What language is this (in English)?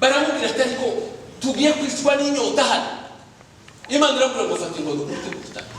Kinyarwanda